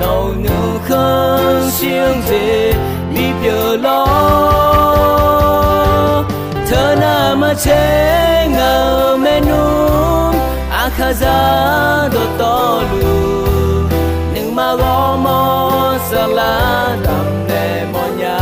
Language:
Akha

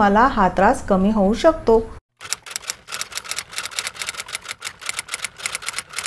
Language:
Marathi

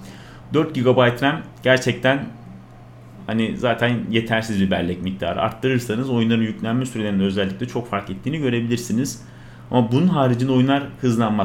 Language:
Turkish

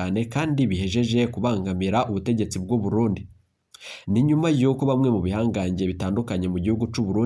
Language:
Rundi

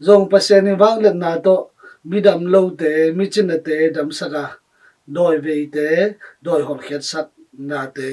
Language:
Tedim Chin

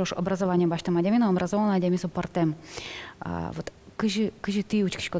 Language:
Udmurt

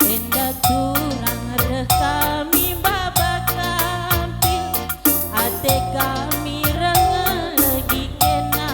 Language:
Batak Karo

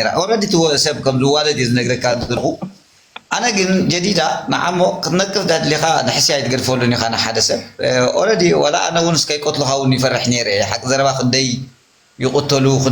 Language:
Tigrinya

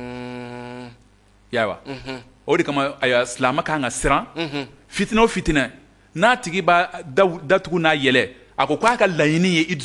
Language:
Bambara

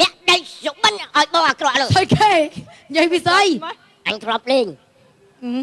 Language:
Khmer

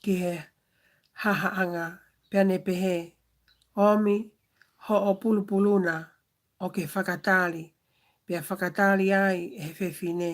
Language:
Tongan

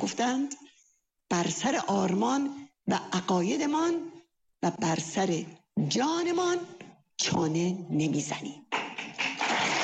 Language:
Persian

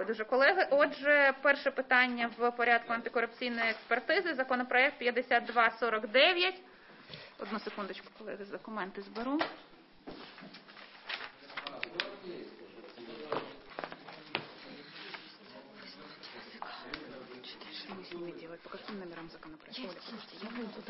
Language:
Ukrainian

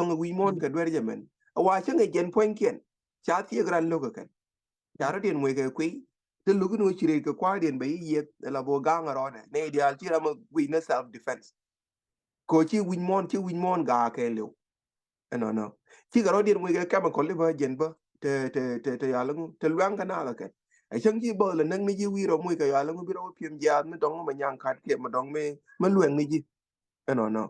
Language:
Nuer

